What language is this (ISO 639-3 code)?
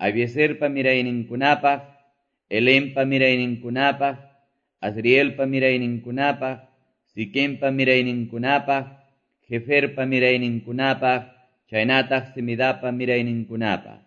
que